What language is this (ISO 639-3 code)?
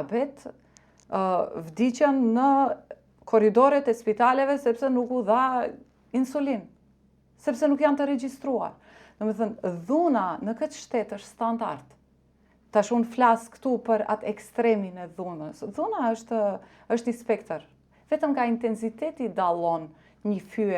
sqi